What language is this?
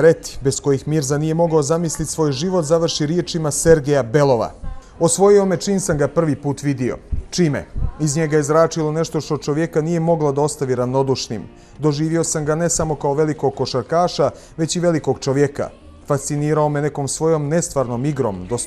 Bosnian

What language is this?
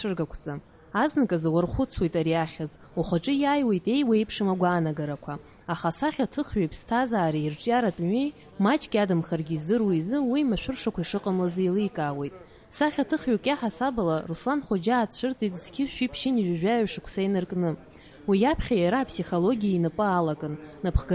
Abkhazian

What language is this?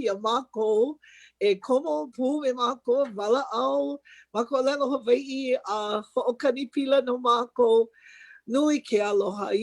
Hawaiian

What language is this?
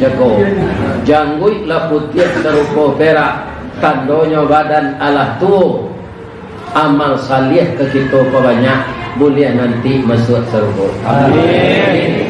Minangkabau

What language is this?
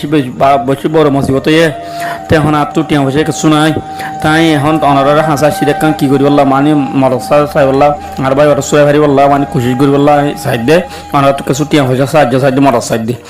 Rohingya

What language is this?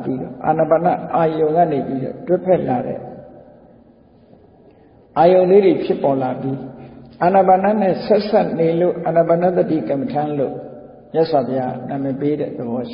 Burmese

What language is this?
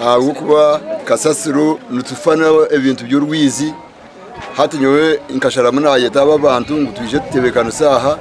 Nyankole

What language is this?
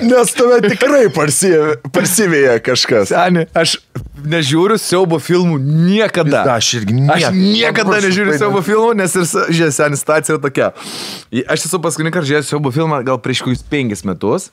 Lithuanian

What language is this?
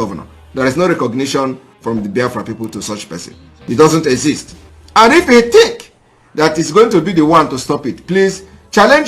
Nigerian Pidgin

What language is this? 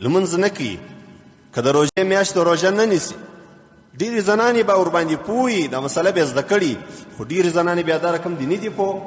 Pashto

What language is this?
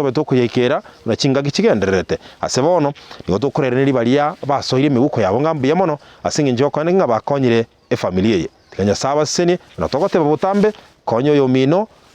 Gusii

